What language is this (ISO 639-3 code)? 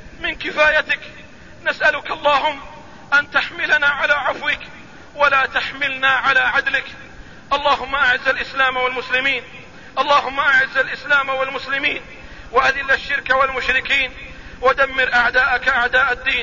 ara